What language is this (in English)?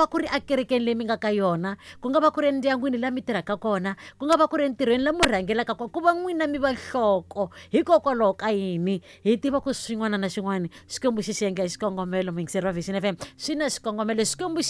Tsonga